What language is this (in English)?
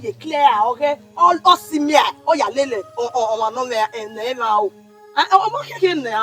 Bini